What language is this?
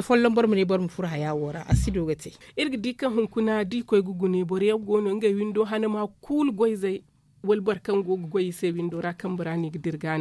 Zarma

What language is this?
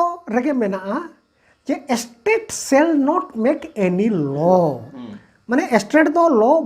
Santali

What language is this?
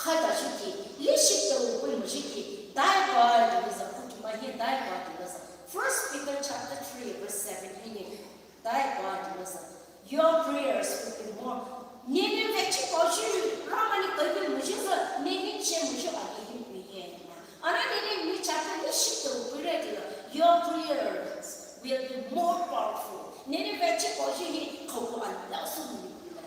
Poumei Naga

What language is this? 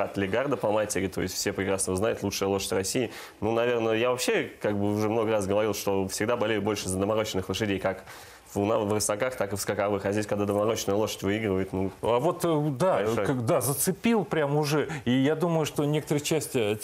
Russian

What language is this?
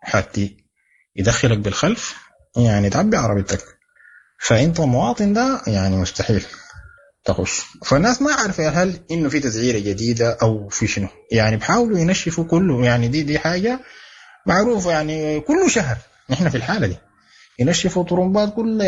Sudanese Arabic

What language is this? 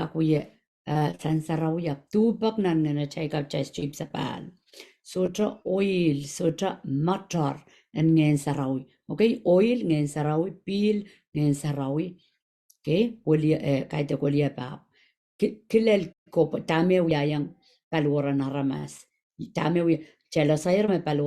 Pohnpeian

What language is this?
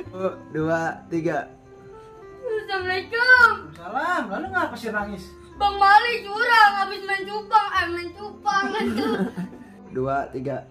Betawi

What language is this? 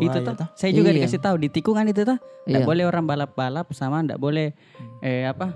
Makassar Malay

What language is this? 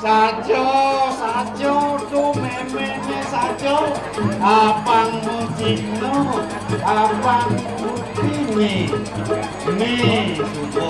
Balinese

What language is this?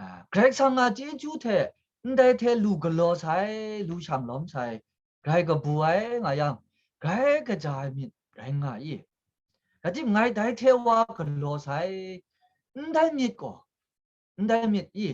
Kachin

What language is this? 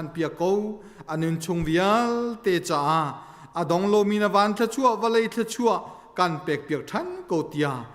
Hakha Chin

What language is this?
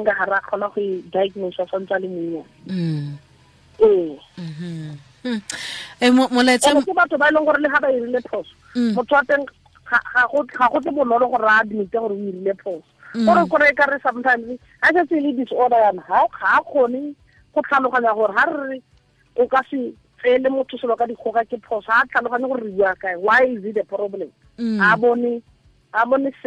Tswana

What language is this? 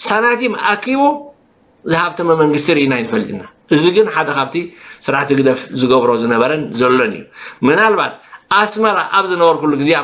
Tigrinya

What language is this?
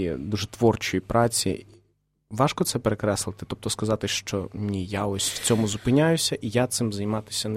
Ukrainian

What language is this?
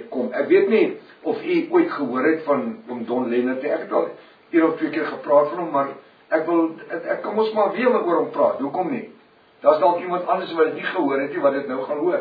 Afrikaans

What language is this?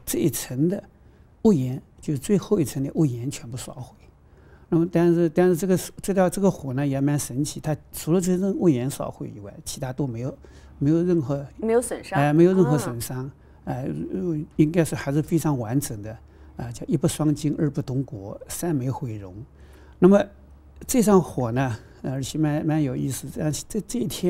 Chinese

